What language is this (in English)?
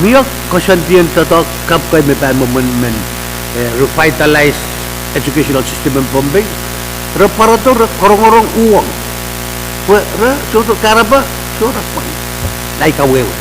Pohnpeian